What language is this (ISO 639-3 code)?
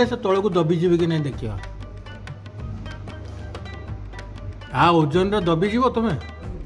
ori